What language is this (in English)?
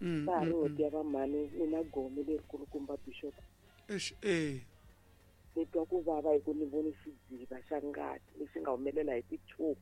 Tsonga